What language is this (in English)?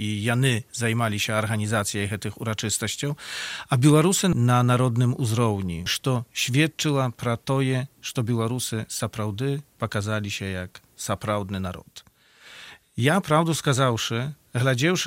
Belarusian